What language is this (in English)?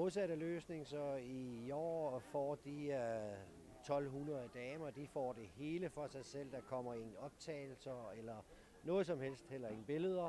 Danish